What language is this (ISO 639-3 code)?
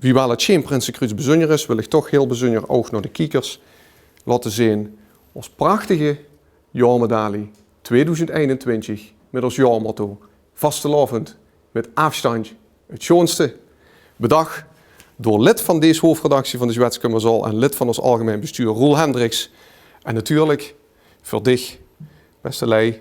lim